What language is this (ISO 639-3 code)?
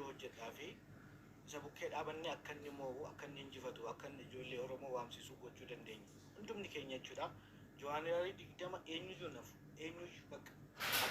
orm